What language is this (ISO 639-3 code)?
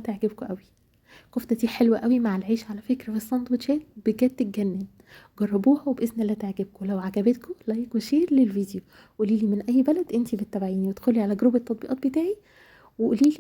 arz